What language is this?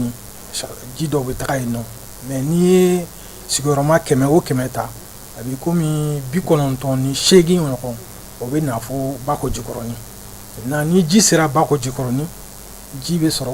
Bambara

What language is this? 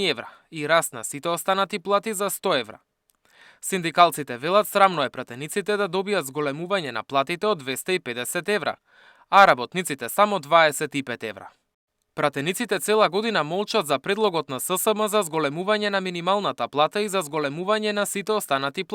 Macedonian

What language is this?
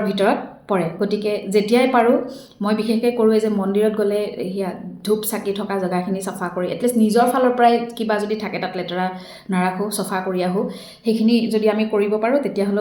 Assamese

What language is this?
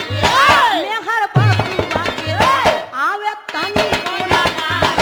Bhojpuri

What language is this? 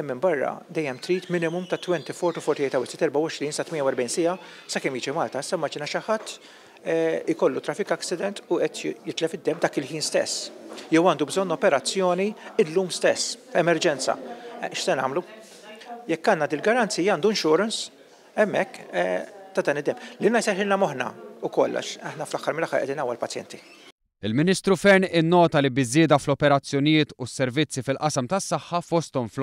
Maltese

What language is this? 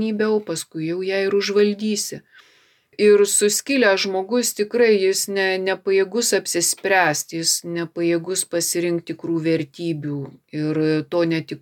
Lithuanian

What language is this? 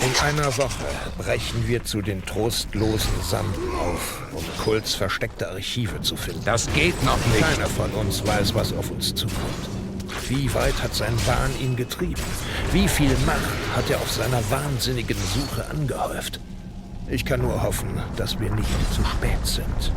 Swiss German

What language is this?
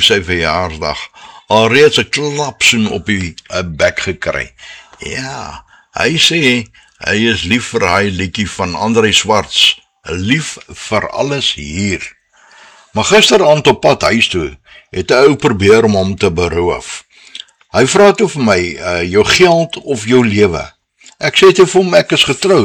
Afrikaans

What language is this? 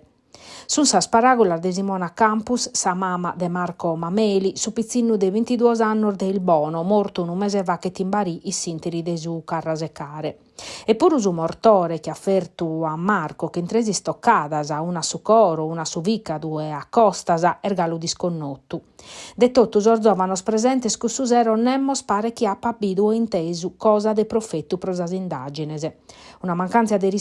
Sardinian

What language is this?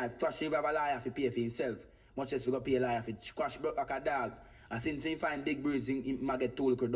Jamaican Creole English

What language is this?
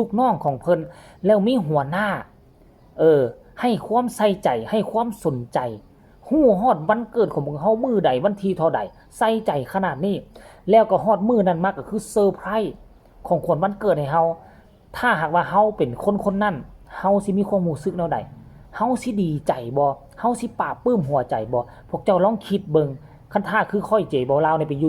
Lao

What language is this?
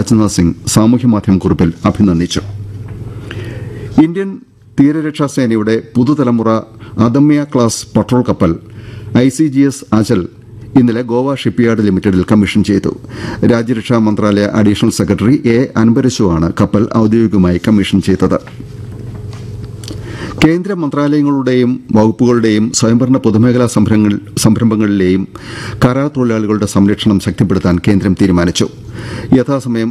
Malayalam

